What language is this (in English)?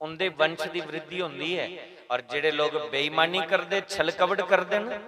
Dogri